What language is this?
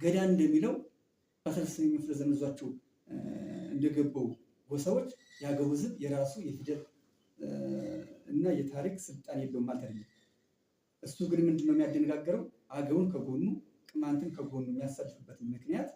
Amharic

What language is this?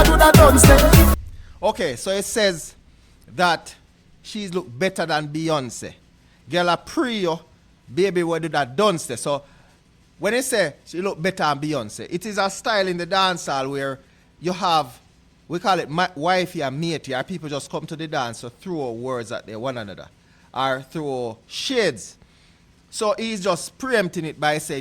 Jamaican Creole English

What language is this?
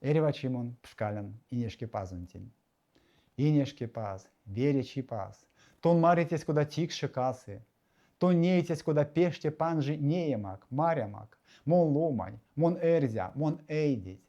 Erzya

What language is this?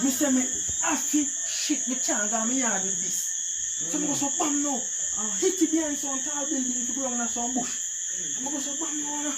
Jamaican Creole English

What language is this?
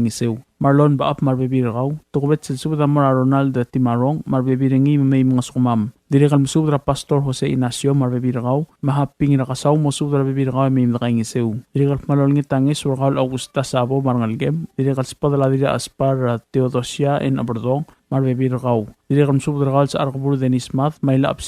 Palauan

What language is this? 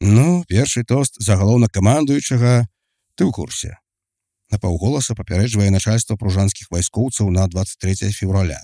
Belarusian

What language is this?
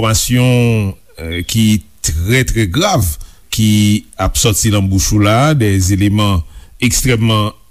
Haitian Creole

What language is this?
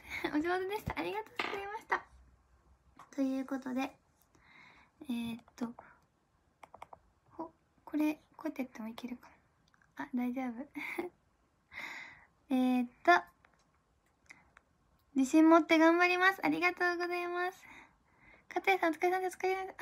Japanese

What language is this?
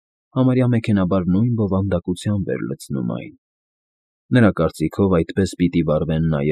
Armenian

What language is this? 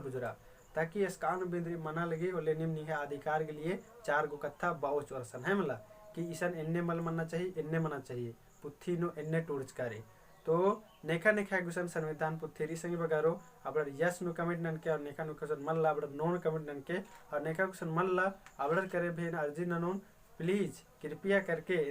Kurukh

